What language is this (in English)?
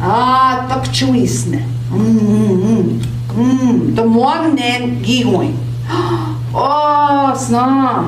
Central Ojibwa